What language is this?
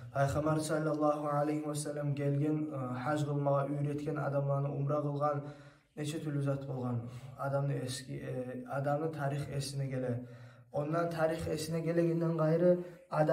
Kumyk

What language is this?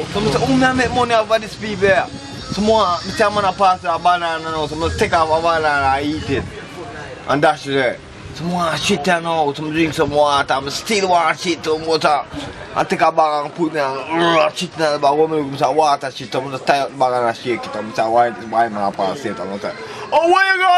Jamaican Creole English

